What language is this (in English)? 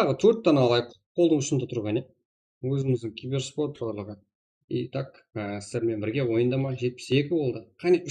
Kara-Kalpak